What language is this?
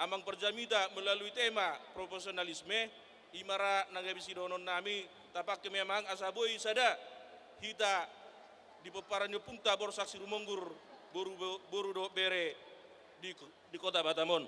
Batak Toba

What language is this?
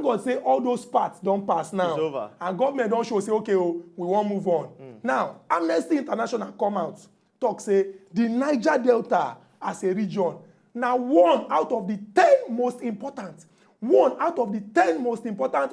Nigerian Pidgin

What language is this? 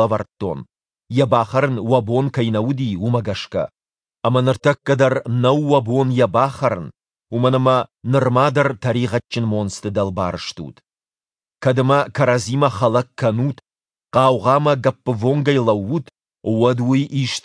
Ossetic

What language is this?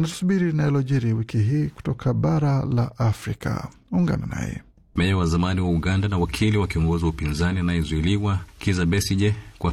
Swahili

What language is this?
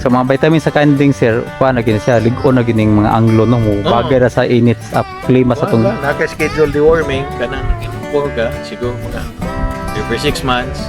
Cebuano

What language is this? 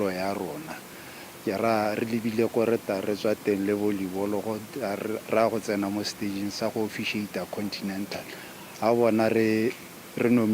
Tswana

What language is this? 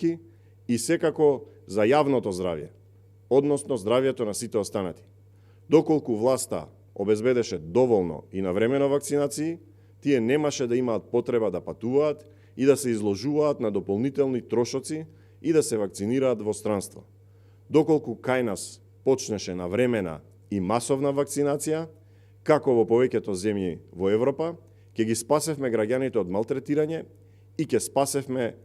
Macedonian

